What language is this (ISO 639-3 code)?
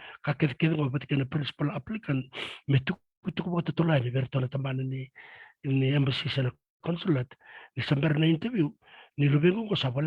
fij